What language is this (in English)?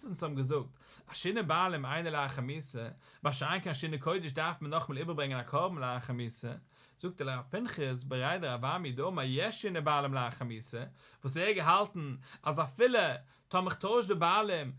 Yiddish